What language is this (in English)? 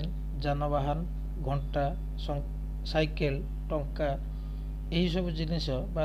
Odia